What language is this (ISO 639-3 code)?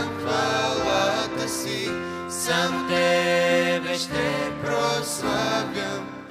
bul